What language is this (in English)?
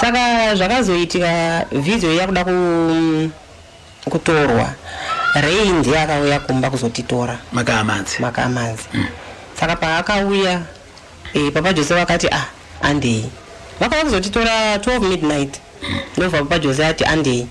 Shona